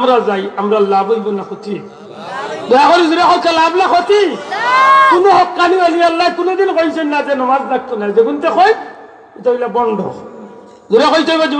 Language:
Sylheti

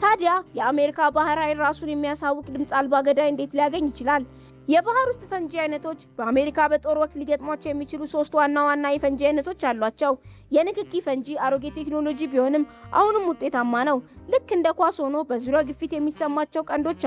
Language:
Amharic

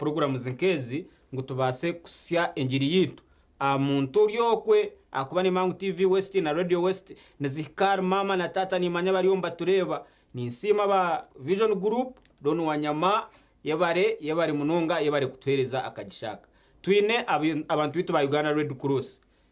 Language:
Nyankole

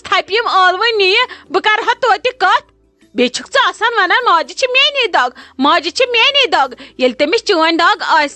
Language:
Kashmiri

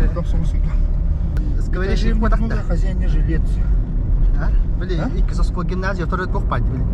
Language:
Yakut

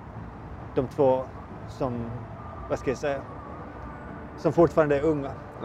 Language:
Swedish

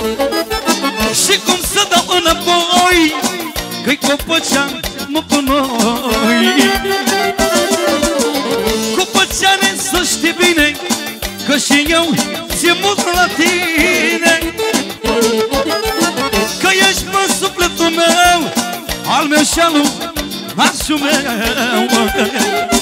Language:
Romanian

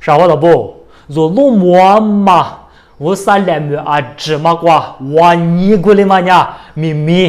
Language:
Lisu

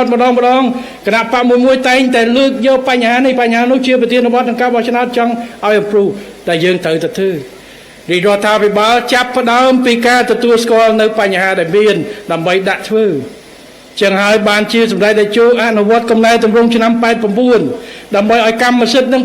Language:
Khmer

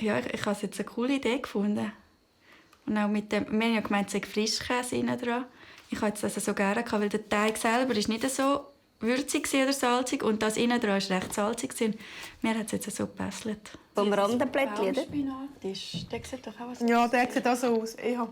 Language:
Swiss German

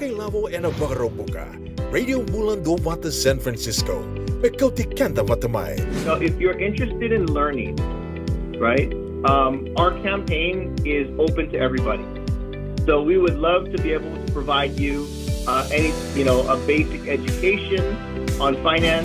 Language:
Fijian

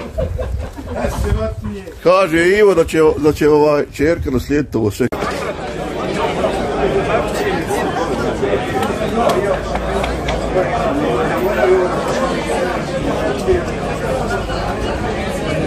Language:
Bosnian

